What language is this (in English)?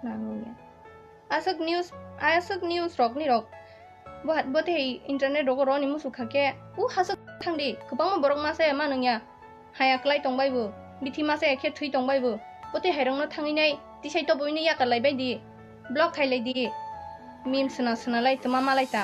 Kok Borok